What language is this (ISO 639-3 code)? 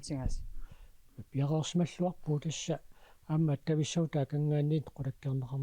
kal